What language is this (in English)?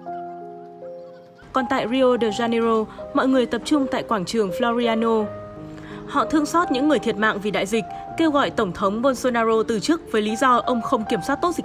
Vietnamese